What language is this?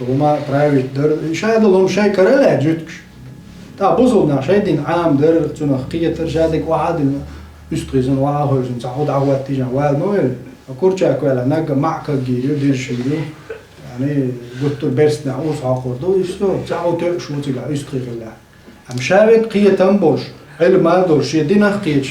Chechen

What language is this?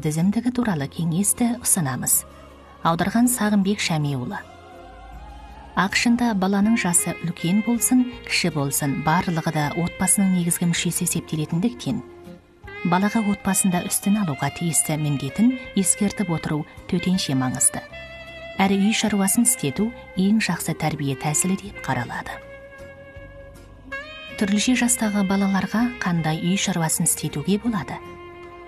Kazakh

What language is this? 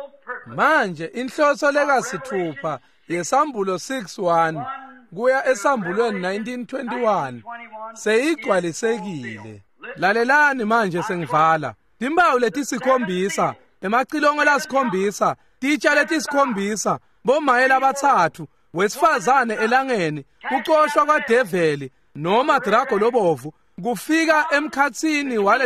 Swati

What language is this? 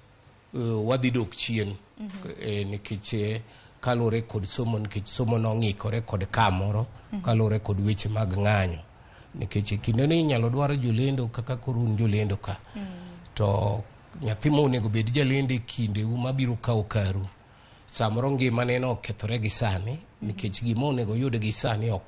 Luo (Kenya and Tanzania)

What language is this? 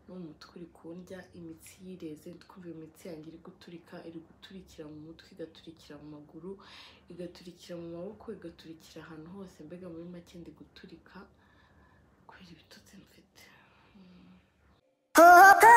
Kinyarwanda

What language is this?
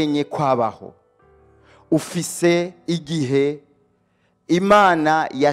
Rundi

